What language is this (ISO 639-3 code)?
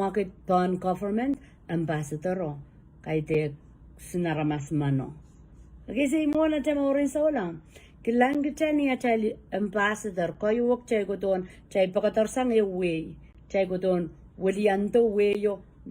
pon